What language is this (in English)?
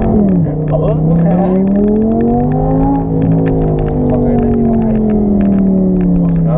Portuguese